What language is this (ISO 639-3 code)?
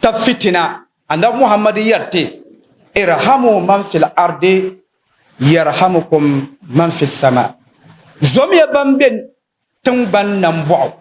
dag